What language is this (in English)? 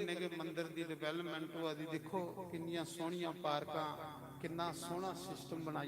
Dogri